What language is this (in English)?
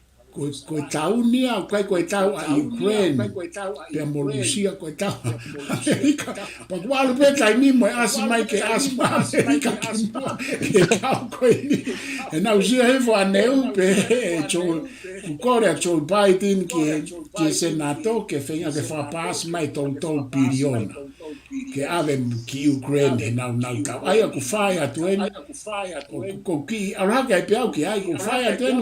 Tongan